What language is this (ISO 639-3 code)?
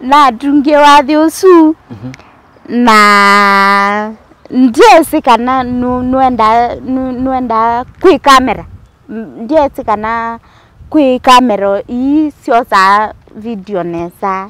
kam